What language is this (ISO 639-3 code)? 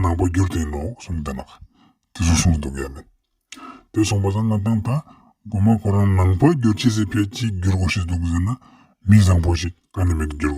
lbj